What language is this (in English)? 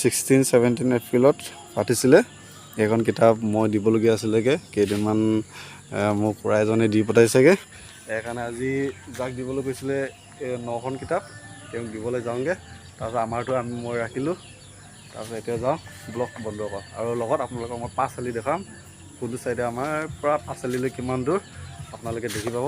Assamese